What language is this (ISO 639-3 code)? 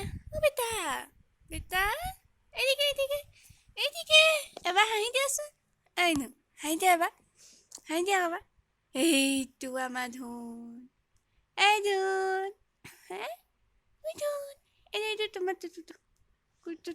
asm